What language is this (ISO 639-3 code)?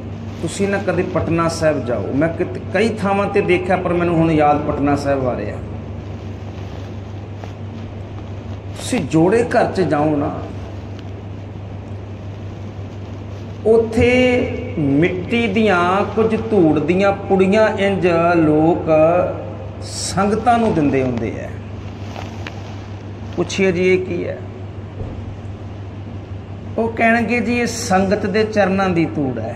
pan